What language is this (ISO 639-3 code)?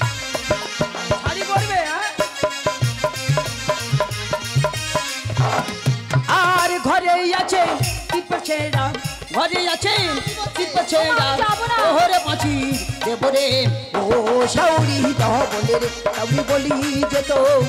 ben